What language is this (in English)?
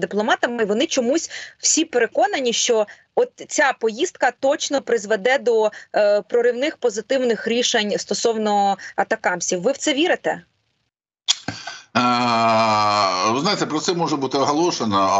Ukrainian